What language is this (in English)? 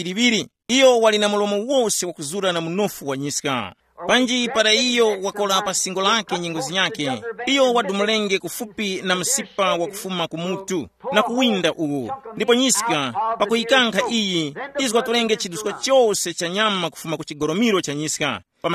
Tumbuka